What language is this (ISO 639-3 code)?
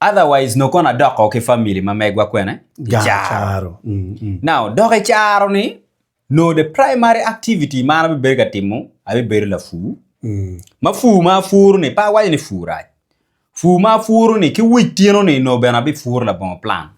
ach